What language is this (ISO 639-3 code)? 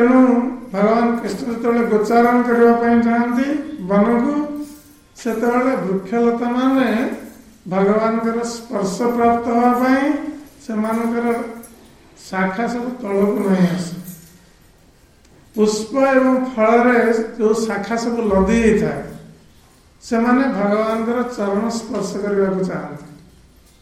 ori